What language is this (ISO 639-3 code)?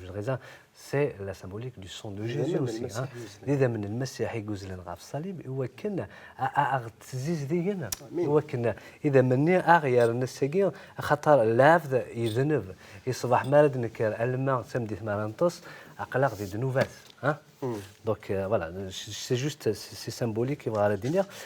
kab